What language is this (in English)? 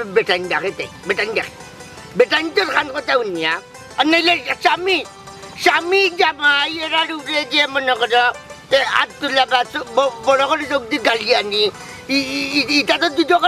Sylheti